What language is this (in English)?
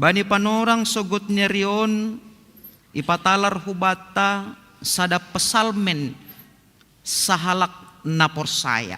Batak Simalungun